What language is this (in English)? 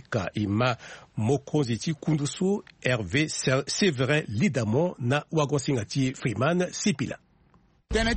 Sango